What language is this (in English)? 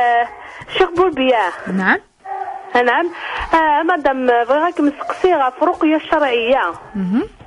Kabyle